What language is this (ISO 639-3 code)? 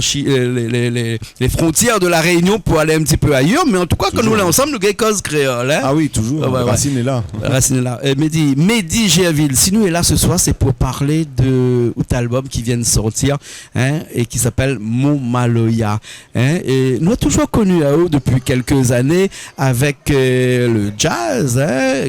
rcf